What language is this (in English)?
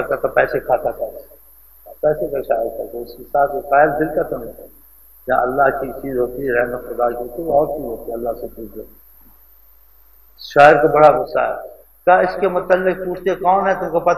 Urdu